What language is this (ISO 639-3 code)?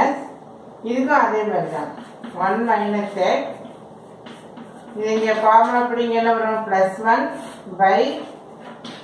tam